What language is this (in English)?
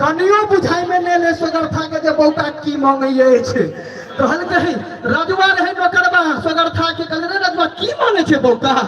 Maithili